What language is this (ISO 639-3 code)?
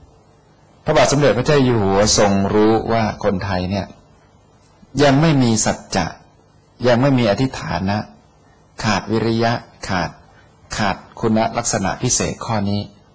tha